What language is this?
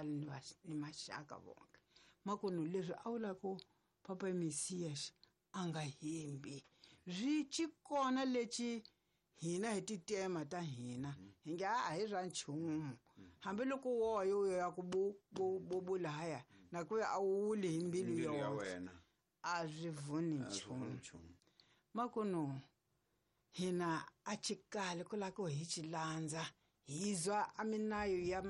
Tsonga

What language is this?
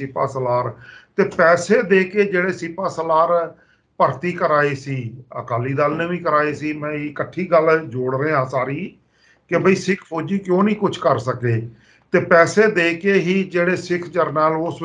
Punjabi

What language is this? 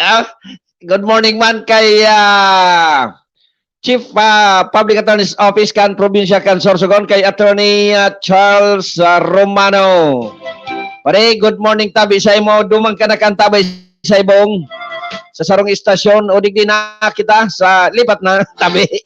Bikol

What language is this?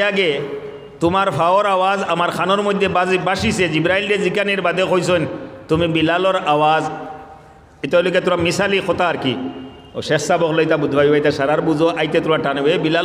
Sylheti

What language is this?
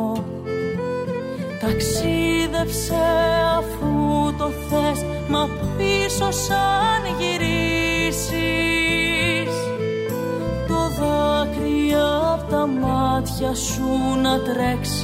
Greek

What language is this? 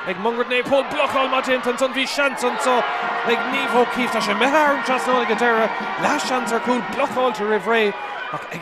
Irish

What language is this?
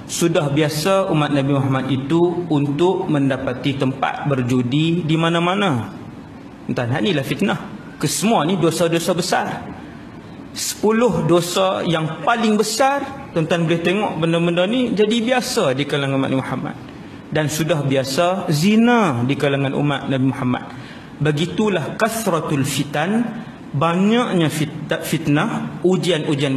Malay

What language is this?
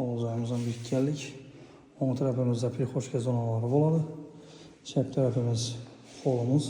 Uzbek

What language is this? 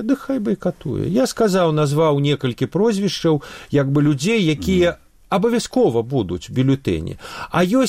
Belarusian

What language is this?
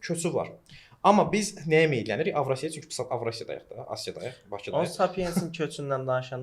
Azerbaijani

